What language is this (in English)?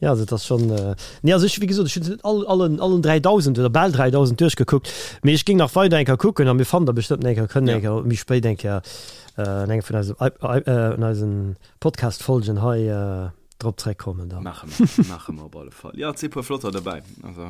Luxembourgish